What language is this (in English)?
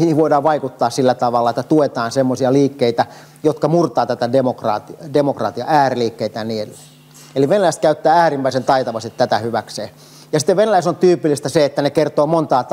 Finnish